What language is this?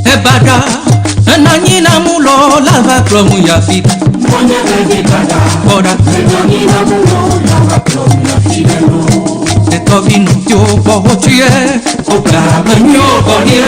Ewe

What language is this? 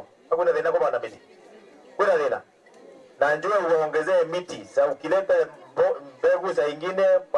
Meru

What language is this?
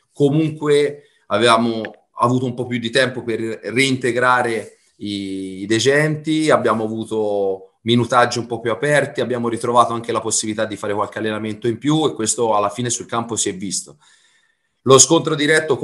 Italian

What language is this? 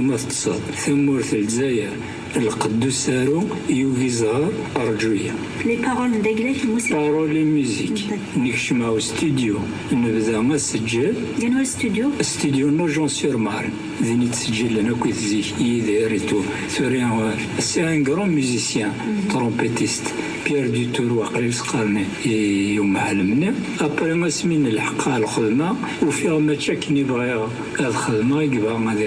Kabyle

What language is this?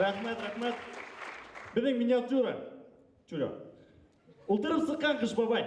Bashkir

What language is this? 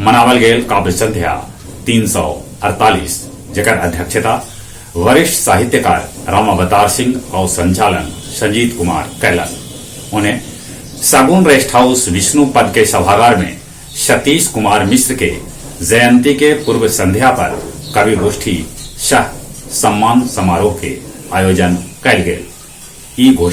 Magahi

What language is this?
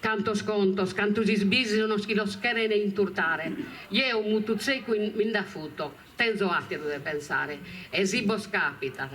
Sardinian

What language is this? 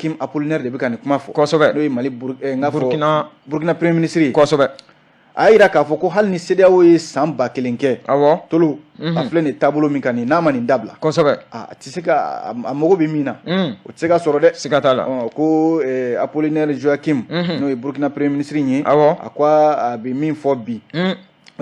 Bambara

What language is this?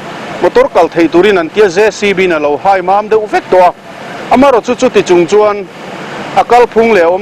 Mizo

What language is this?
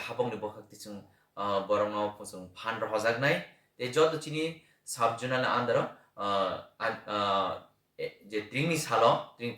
Kok Borok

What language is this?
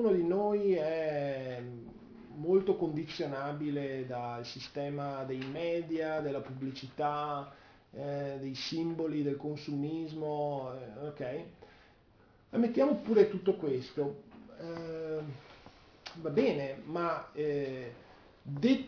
Italian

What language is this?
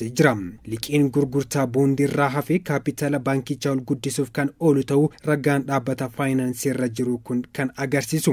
Oromo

